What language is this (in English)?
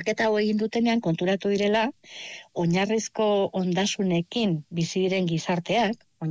Basque